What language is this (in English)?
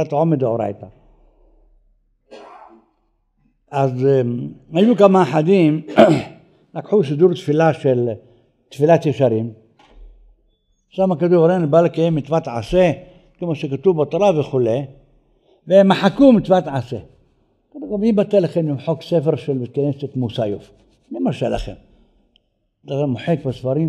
Hebrew